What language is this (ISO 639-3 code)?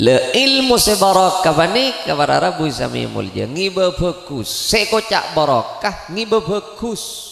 mad